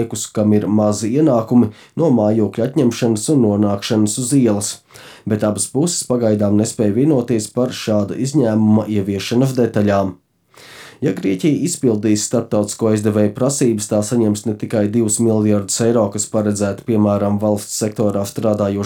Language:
Latvian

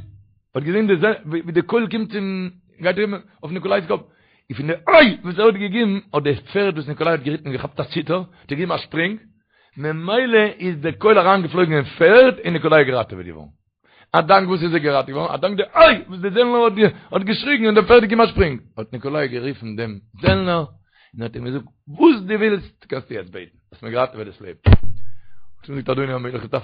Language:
Yiddish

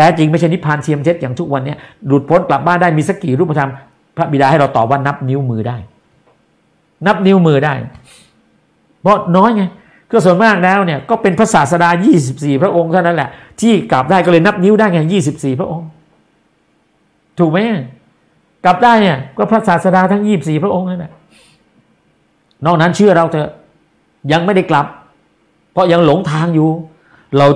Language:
Thai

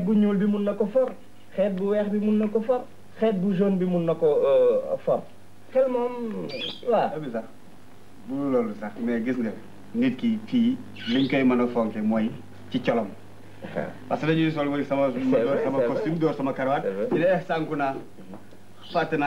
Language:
Wolof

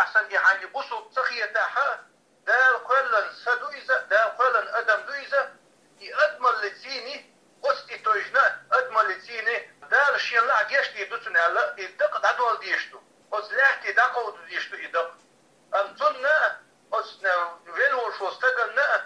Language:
Chechen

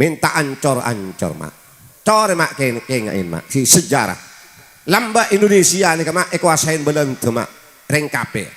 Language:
Madurese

